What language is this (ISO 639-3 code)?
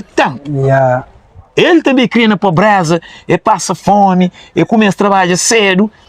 kea